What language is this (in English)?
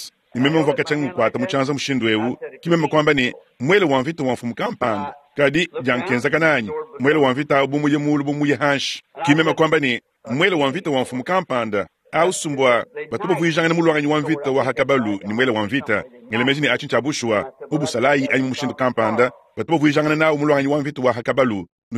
Luba-Lulua